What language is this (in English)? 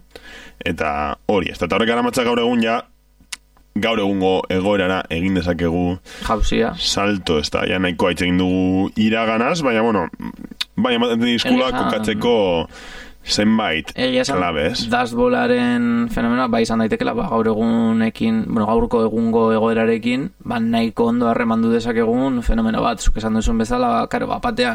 Basque